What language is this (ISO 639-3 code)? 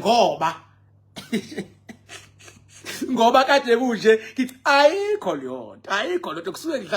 zul